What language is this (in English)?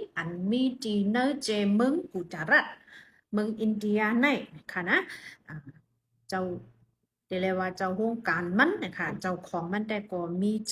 Shan